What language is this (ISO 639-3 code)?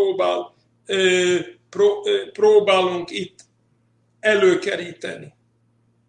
hun